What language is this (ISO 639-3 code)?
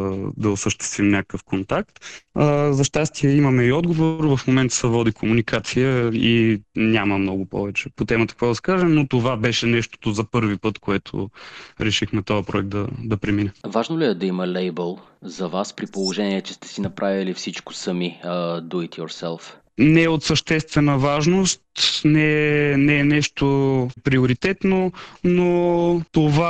bul